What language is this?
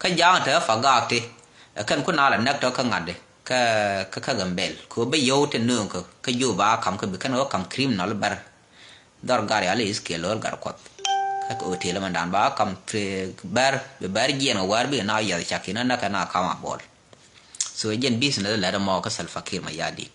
Nuer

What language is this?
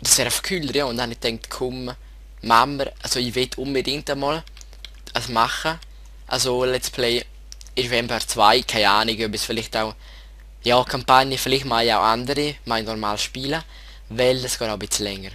Swiss German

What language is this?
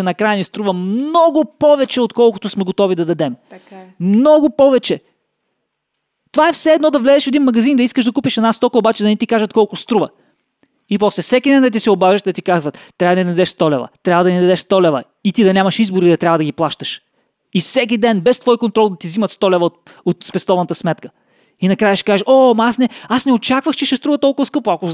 Bulgarian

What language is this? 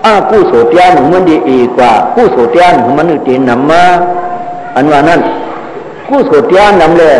Shan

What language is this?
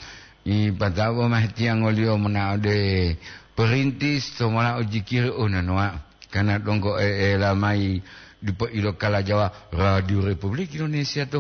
Gorontalo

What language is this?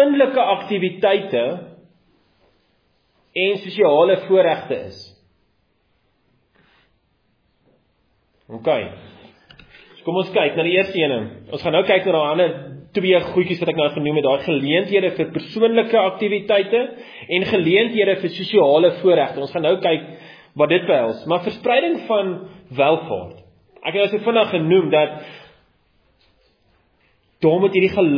Afrikaans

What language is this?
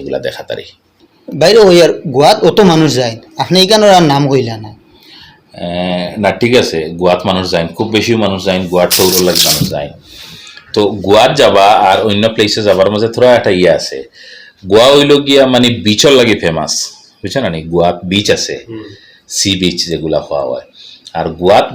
Sylheti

